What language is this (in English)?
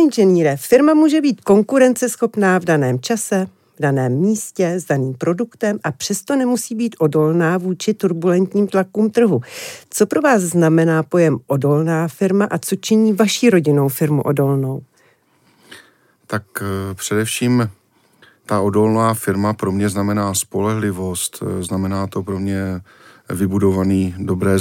Czech